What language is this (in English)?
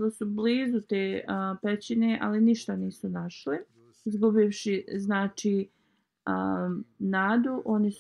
Bosnian